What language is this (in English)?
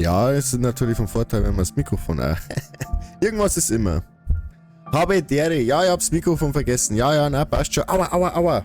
Bavarian